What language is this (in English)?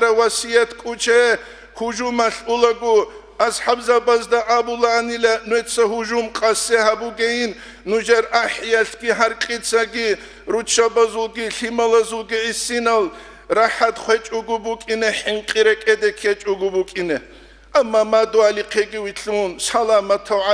Avaric